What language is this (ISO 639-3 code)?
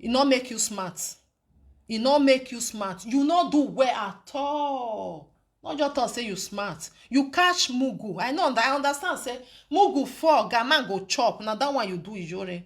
pcm